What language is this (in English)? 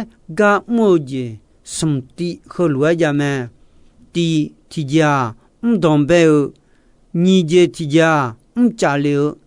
Akha